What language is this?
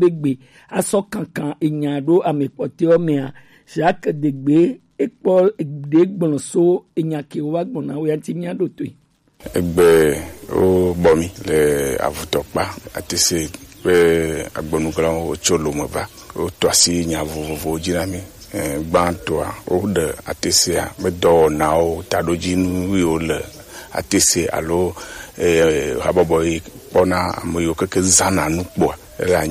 Gen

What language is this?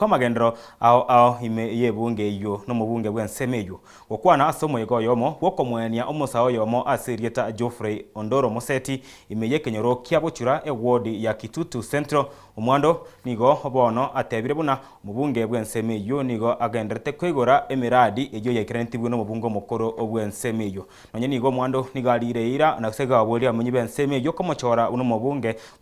Gusii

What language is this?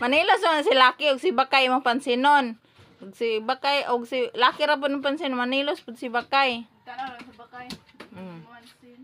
Cebuano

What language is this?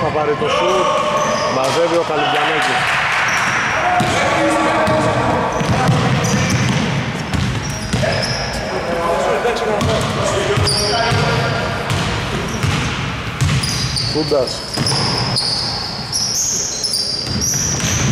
Greek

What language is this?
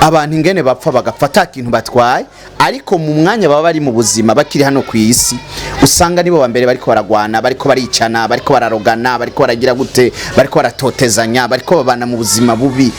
Rundi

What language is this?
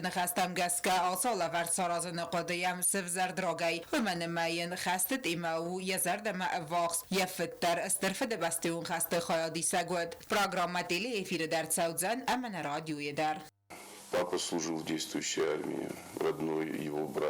Ossetic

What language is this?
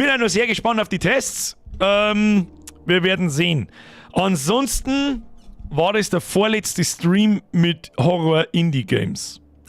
Bavarian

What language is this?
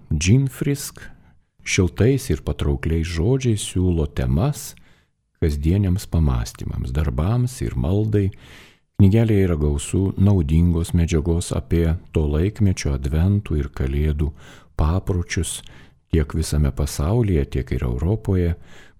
Lithuanian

